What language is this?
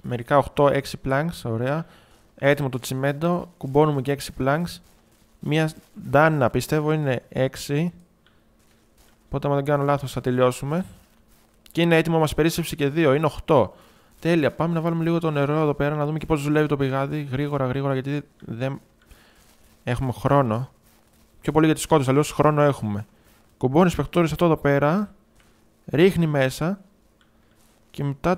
Greek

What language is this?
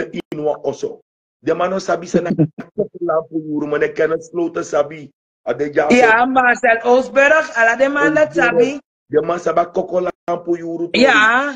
Sranan Tongo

